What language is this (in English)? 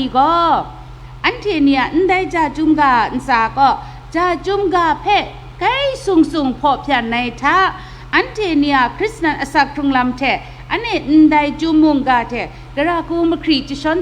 Kachin